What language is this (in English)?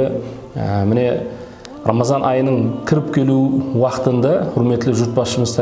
Kara-Kalpak